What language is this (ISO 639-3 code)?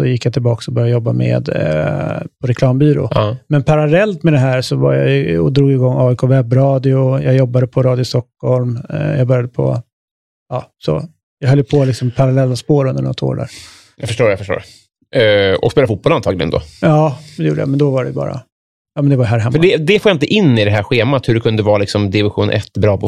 swe